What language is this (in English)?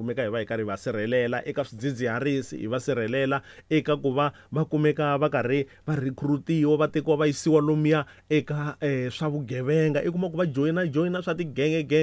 Tsonga